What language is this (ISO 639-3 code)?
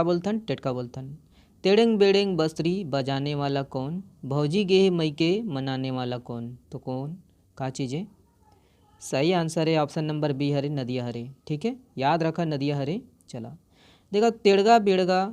hne